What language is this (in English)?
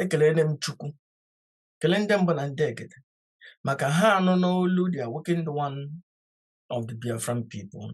Igbo